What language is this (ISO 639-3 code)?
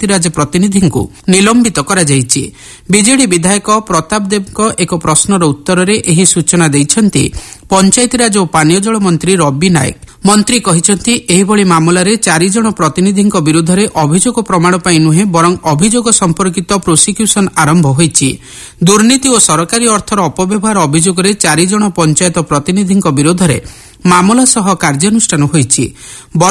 ori